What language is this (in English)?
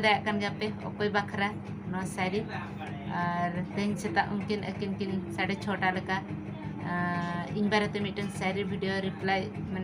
Santali